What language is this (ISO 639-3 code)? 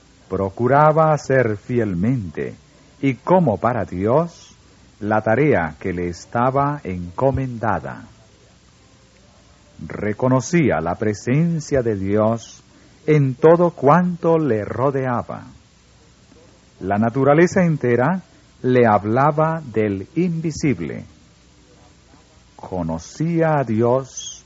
spa